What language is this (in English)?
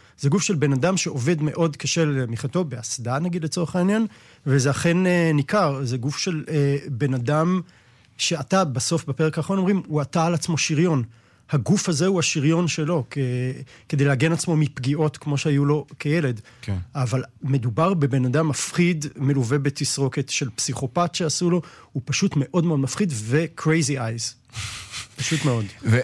Hebrew